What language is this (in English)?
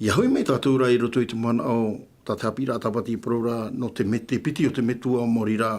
Tahitian